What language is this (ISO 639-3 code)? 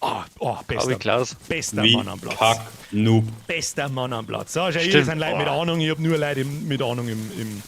bar